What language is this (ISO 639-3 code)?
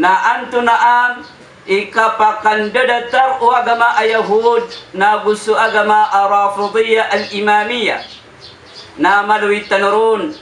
mrw